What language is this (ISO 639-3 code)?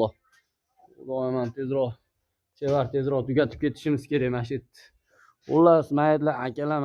uzb